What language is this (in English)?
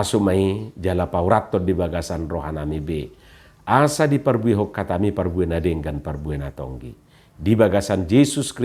Batak Toba